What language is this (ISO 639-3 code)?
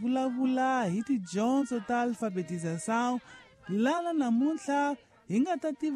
tso